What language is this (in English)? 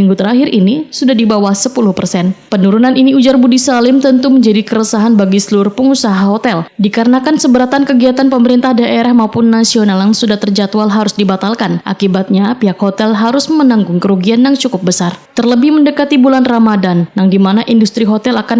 Banjar